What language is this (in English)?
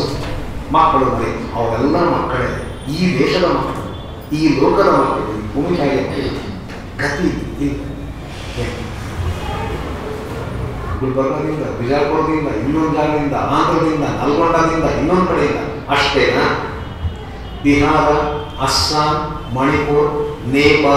Kannada